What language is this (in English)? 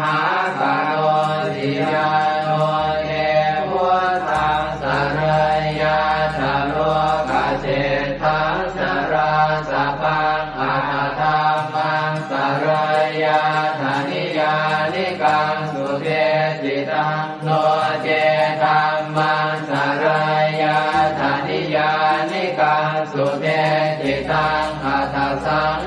Pali